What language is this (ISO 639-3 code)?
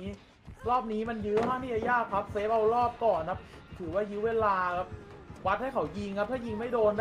tha